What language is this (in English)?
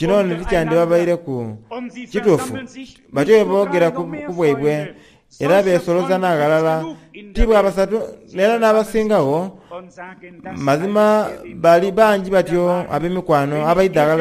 Soga